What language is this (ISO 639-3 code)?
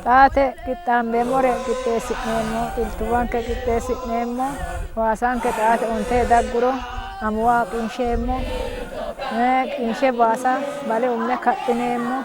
sid